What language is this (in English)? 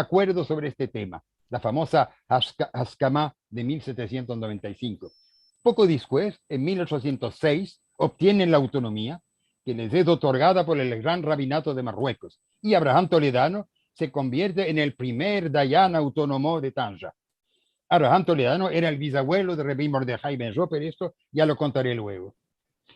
Ladino